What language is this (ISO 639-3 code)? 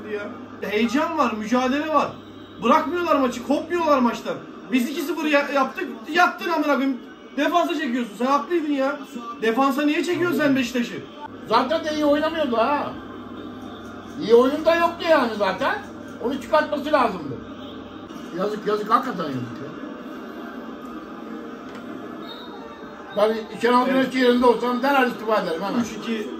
tur